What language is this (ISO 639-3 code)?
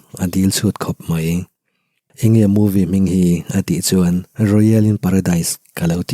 lus